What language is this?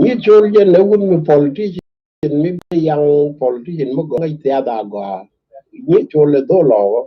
Nuer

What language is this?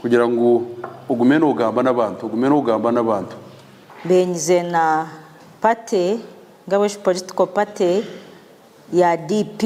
Nyankole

